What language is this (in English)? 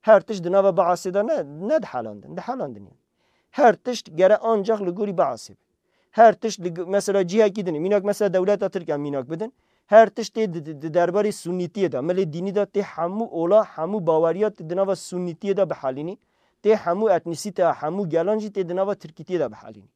Kurdish